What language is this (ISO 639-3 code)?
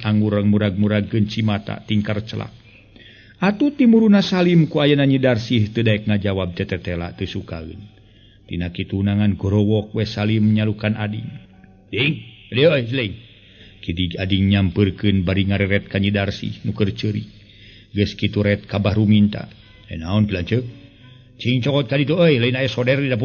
sun